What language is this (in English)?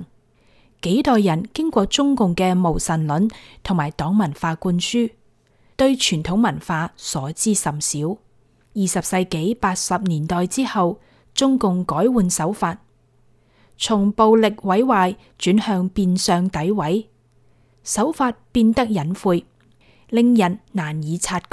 Cantonese